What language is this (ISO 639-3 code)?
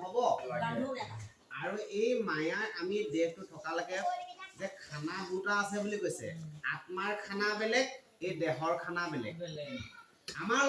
asm